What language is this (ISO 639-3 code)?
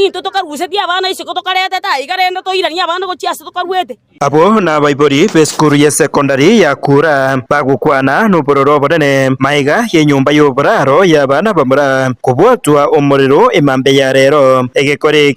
guz